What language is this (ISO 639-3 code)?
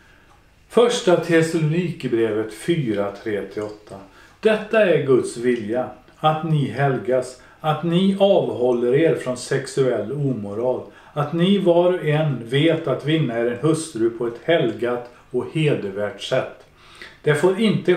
swe